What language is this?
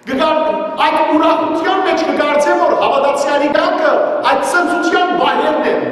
Western Armenian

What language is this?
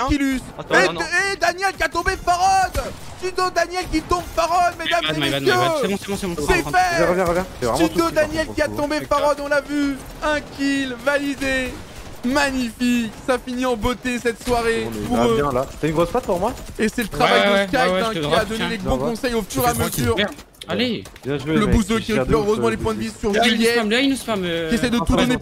French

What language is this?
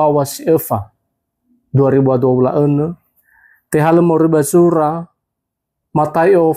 Nias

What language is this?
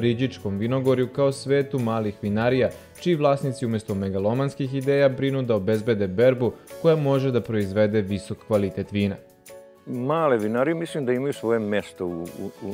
Serbian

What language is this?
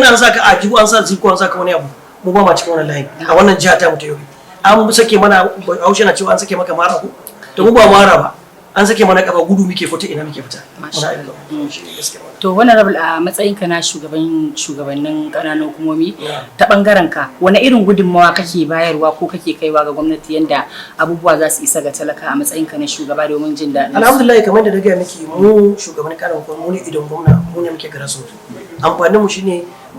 Hausa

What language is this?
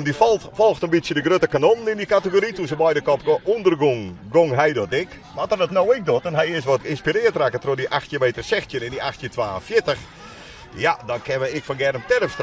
Western Frisian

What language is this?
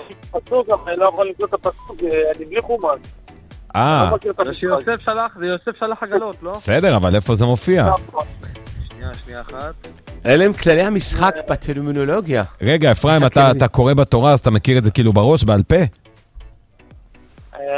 Hebrew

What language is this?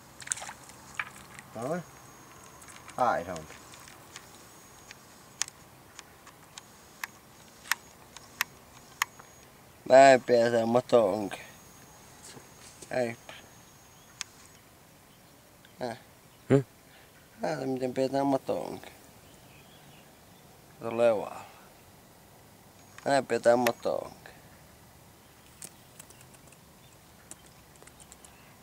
Finnish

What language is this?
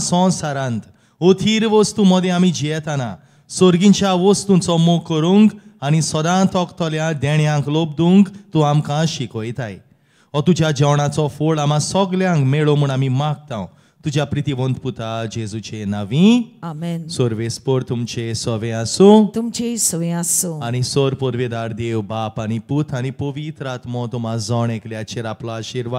Konkani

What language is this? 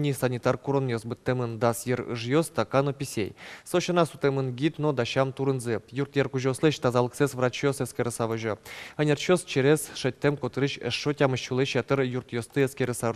Udmurt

